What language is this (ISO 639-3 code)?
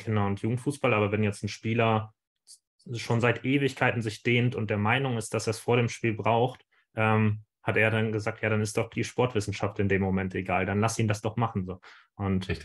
deu